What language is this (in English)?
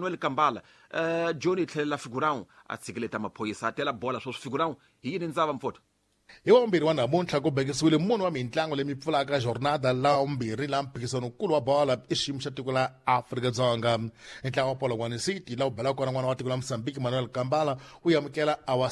Tsonga